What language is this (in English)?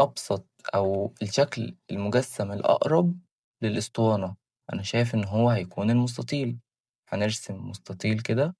Egyptian Arabic